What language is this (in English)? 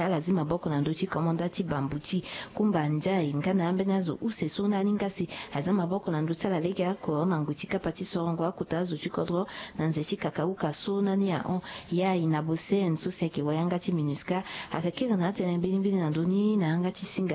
Sango